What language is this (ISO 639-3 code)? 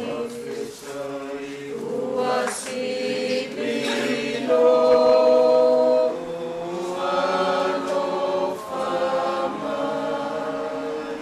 smo